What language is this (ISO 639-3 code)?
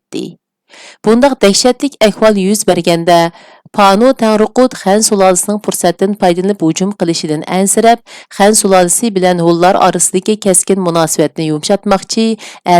uig